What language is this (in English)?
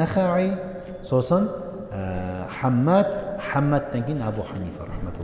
Kazakh